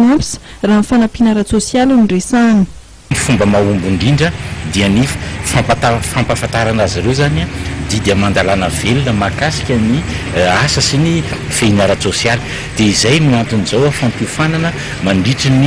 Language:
Malagasy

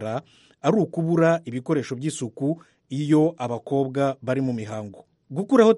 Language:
Kinyarwanda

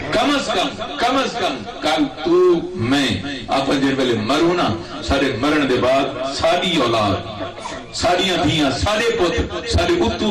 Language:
Saraiki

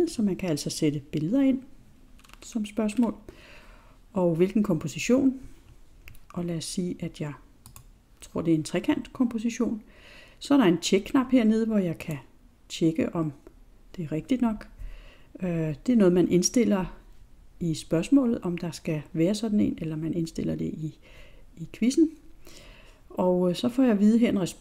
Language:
Danish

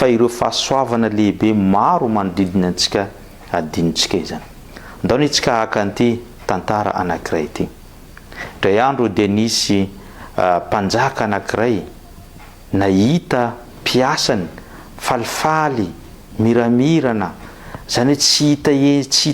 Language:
Malagasy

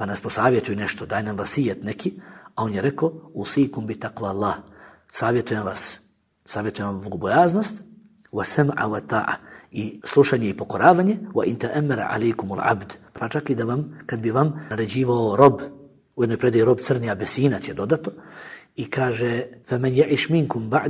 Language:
Bosnian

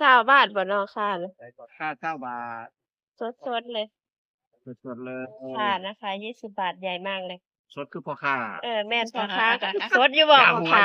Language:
Northeastern Thai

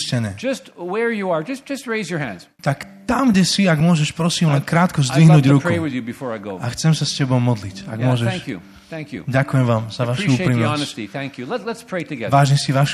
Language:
Slovak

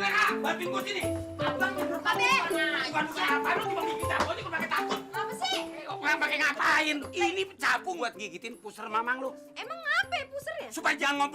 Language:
Betawi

